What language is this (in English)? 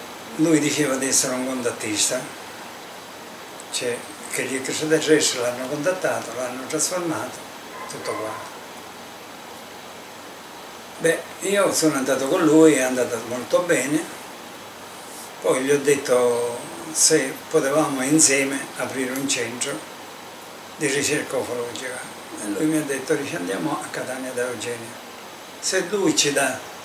Italian